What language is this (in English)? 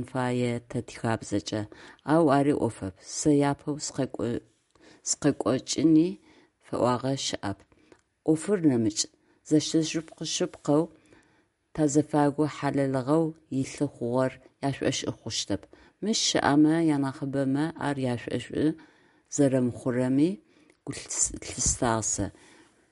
Adyghe